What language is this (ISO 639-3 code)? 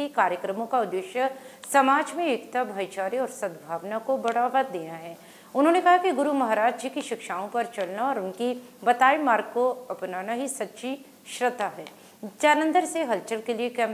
hin